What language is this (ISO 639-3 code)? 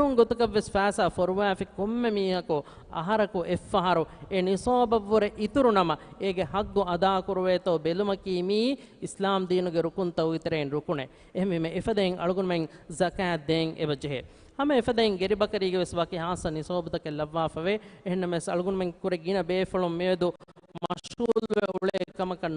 div